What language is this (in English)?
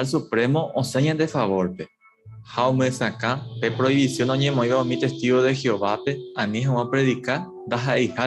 Guarani